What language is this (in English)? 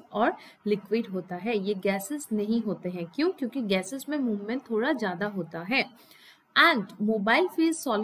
Hindi